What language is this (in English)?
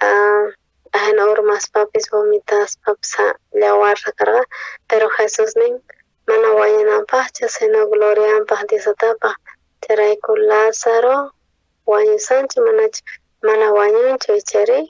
South Bolivian Quechua